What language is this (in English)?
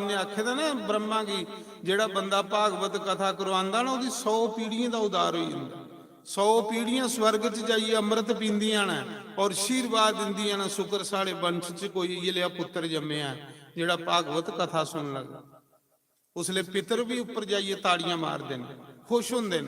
Dogri